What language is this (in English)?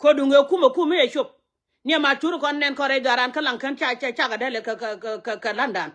Nuer